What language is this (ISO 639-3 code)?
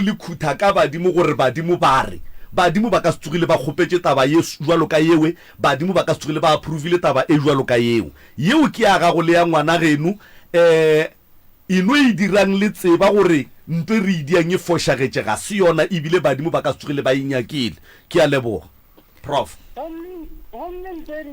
nso